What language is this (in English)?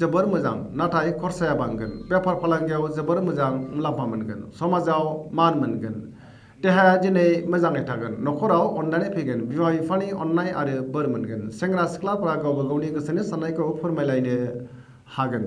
Bodo